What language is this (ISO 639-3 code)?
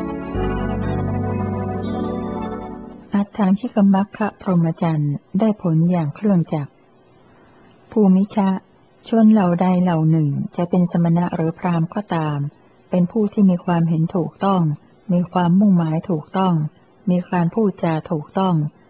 tha